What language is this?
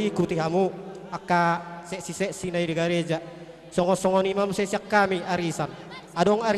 Batak Toba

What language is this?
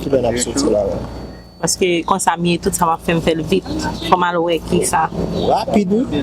Haitian Creole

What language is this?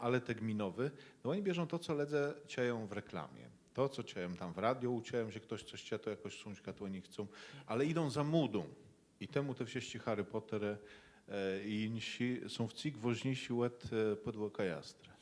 Kashubian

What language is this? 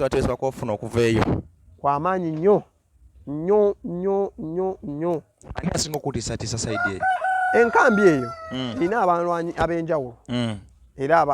Ganda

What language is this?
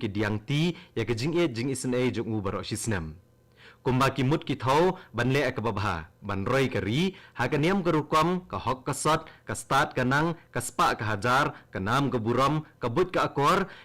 Khasi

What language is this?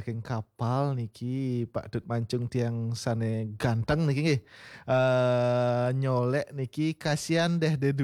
Balinese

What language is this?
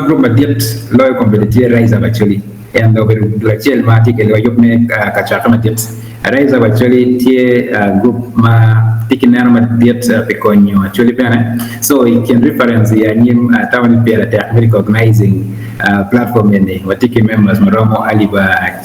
Acoli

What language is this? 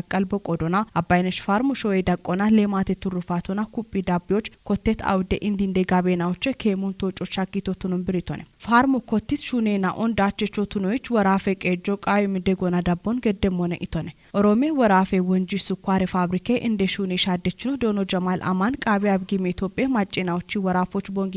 Kafa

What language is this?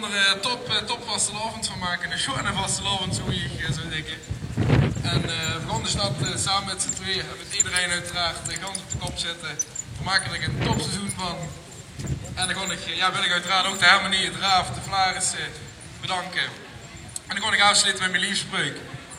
Limburgish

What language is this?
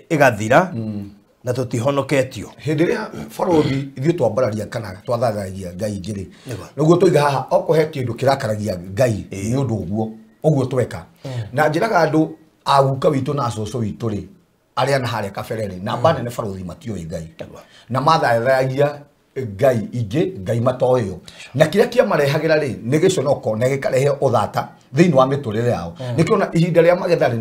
Kikuyu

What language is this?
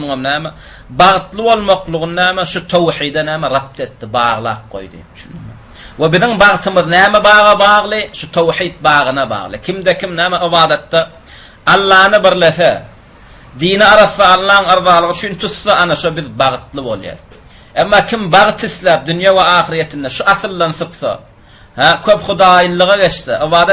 Turkmen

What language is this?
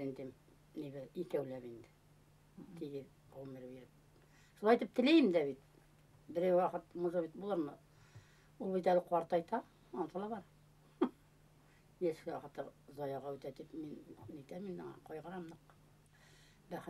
Bashkir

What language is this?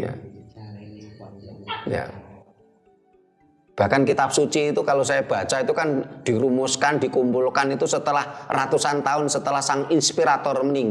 Indonesian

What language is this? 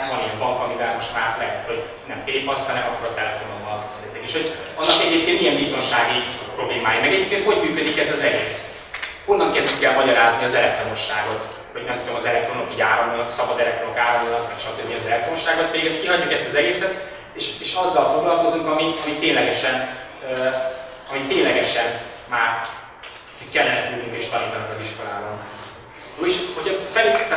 Hungarian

